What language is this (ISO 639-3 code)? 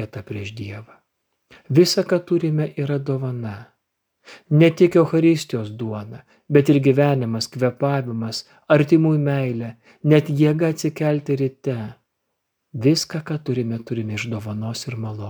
lit